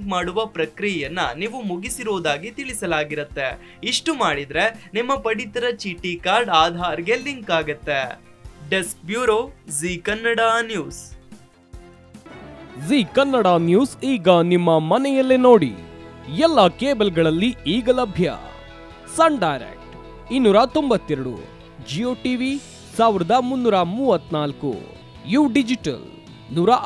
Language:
Kannada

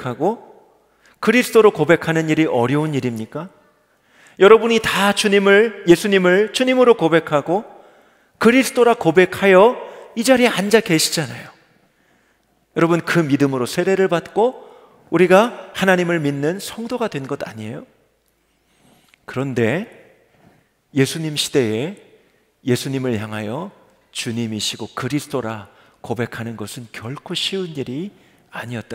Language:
Korean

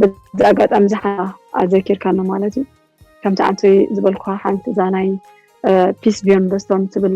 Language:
Tigrinya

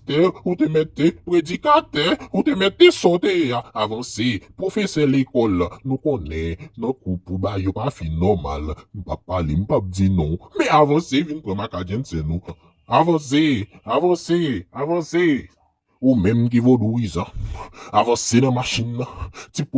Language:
Haitian Creole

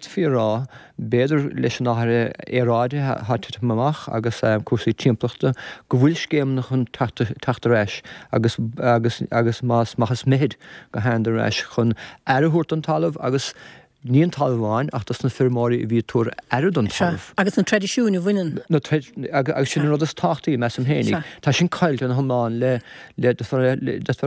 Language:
Irish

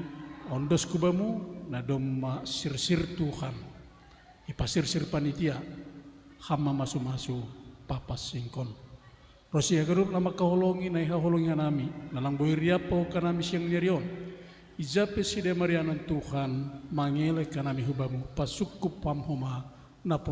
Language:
Batak Simalungun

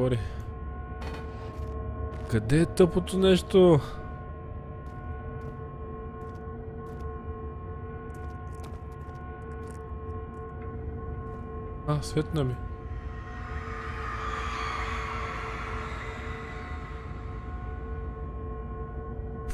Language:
Bulgarian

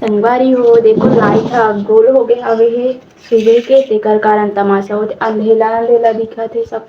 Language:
Chhattisgarhi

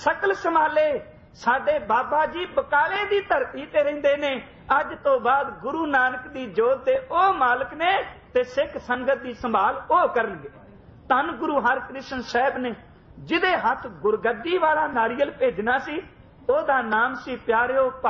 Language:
Punjabi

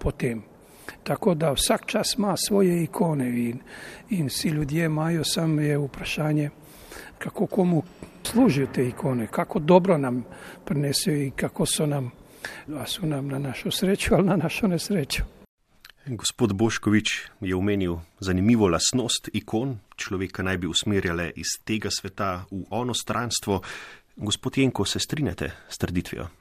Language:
Slovenian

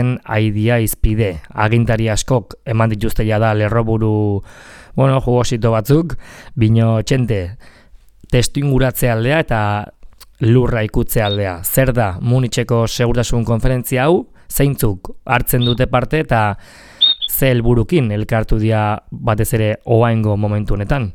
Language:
Basque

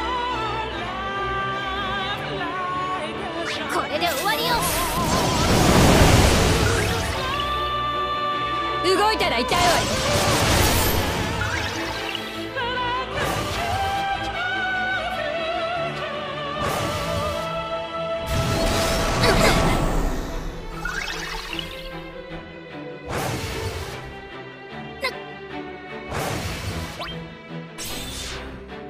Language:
Japanese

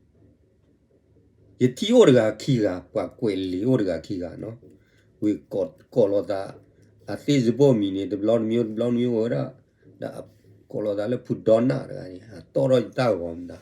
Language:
S'gaw Karen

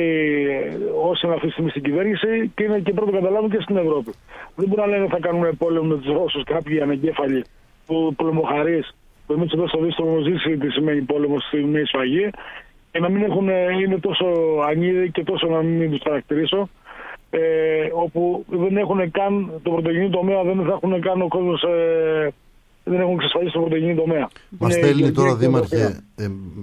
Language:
Greek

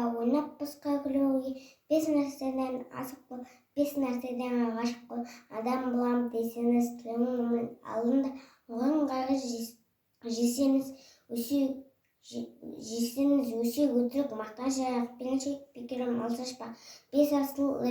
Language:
Kazakh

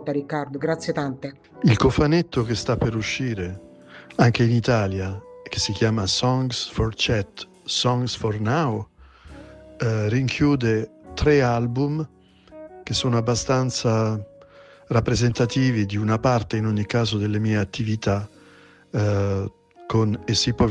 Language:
Italian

